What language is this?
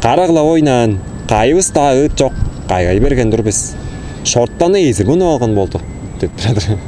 Tuvinian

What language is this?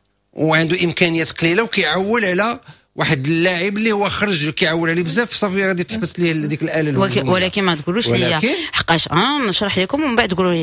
Moroccan Arabic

